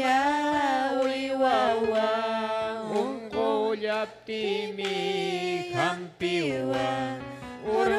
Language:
Ayacucho Quechua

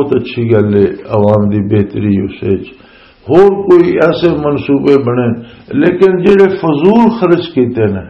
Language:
Western Panjabi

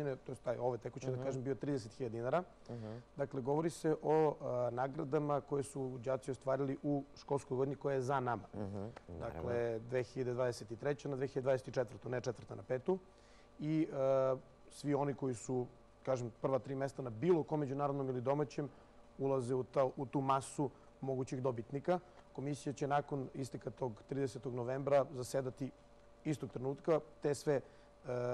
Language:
Serbian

